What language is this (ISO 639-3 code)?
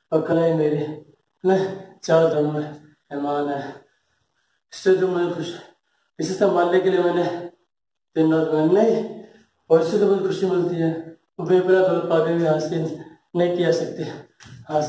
hin